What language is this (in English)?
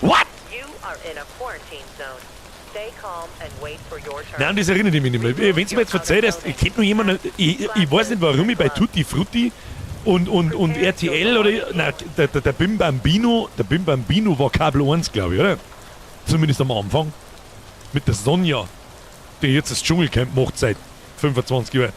Bavarian